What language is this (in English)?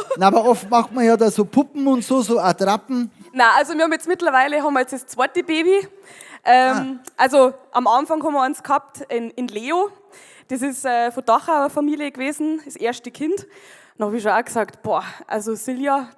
Bavarian